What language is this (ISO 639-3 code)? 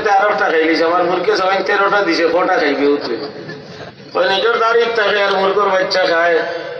syl